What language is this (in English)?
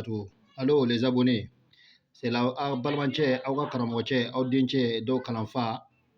Bambara